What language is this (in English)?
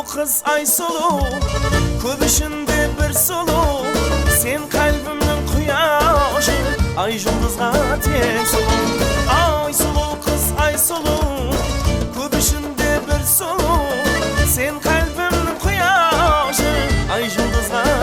Kara-Kalpak